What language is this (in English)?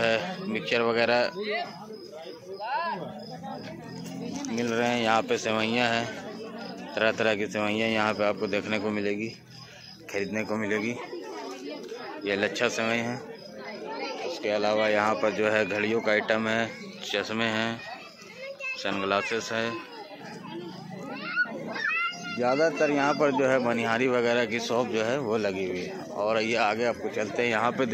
Hindi